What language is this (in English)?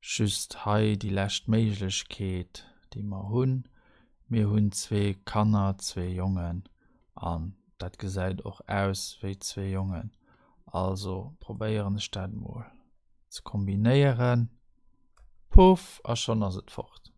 Luxembourgish